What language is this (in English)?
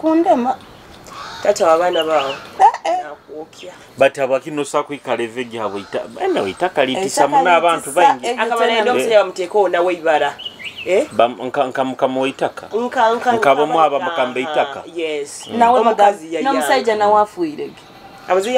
Nyoro